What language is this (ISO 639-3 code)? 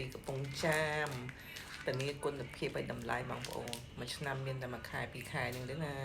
khm